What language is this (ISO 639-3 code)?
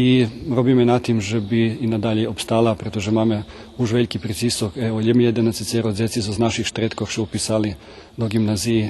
rue